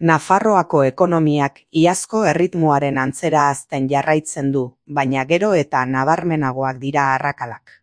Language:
Basque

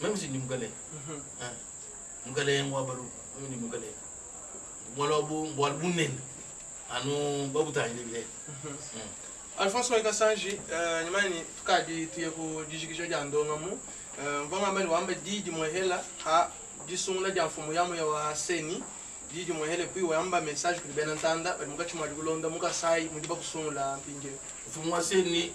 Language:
Luba-Lulua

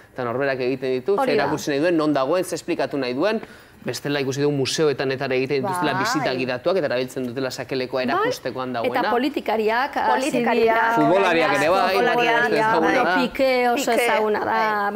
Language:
Basque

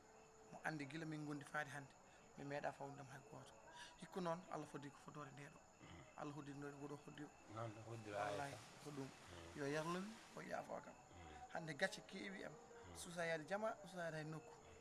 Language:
Fula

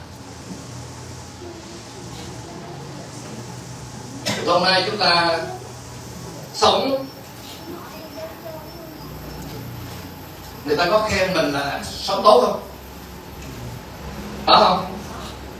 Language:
Vietnamese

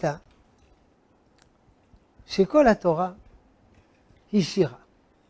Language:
Hebrew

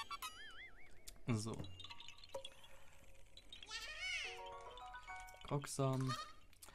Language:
German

